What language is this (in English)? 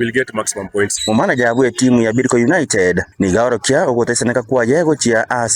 Gusii